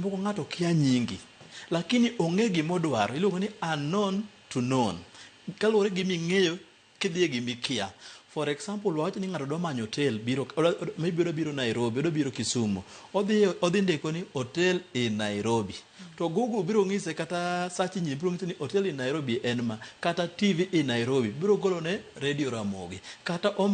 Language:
Luo (Kenya and Tanzania)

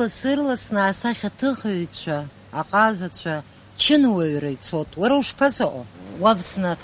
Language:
Abkhazian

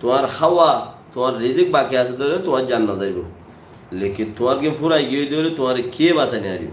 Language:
Rohingya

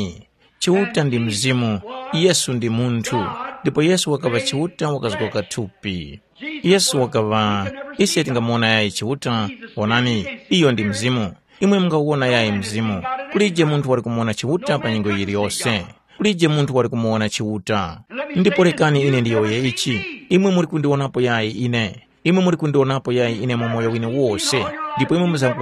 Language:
Tumbuka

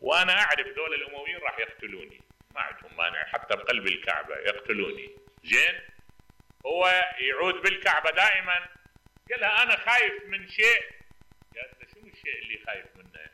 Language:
Mesopotamian Arabic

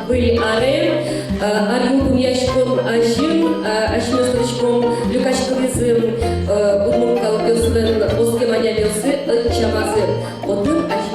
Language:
Udmurt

